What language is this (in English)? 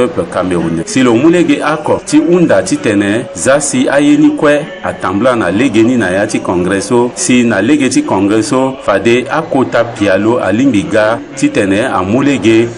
Sango